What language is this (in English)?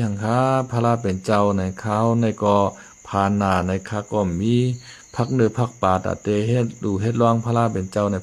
Shan